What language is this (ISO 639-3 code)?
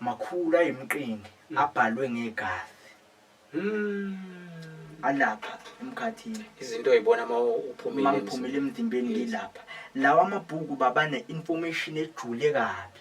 zul